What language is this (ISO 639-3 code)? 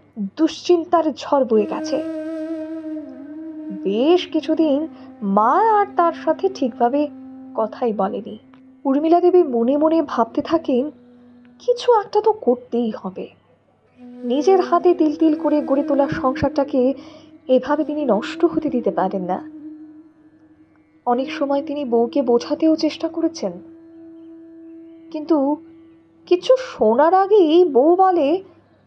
ben